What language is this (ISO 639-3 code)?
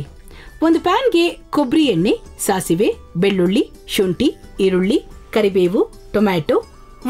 kan